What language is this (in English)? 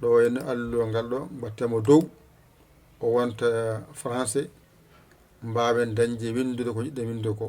Fula